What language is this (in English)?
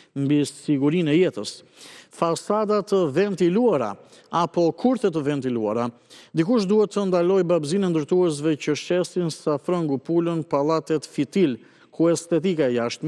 Albanian